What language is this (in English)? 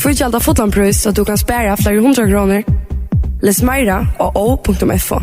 Faroese